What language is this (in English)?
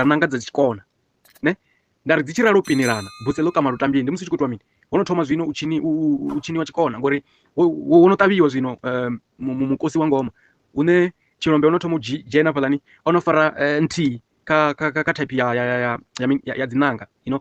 Venda